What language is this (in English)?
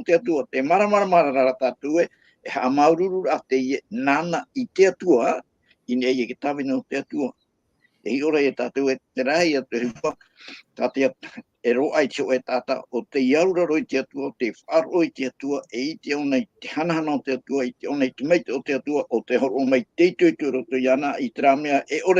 Tahitian